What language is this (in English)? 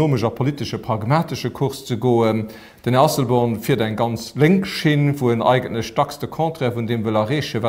Luxembourgish